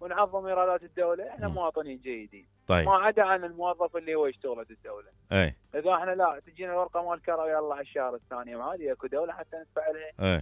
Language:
Mesopotamian Arabic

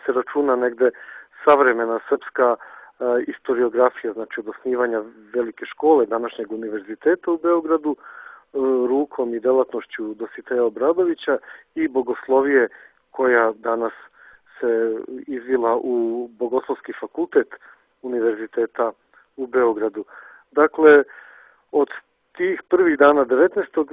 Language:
Serbian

